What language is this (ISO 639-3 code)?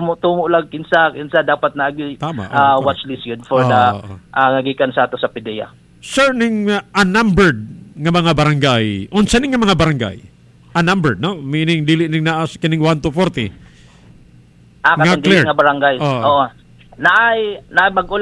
ceb